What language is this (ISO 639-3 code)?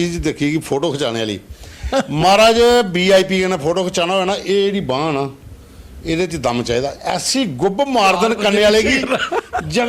doi